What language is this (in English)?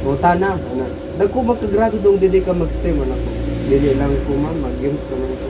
Cebuano